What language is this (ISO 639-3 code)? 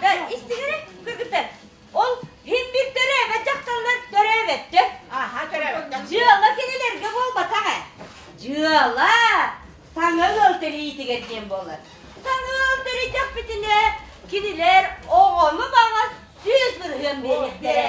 sah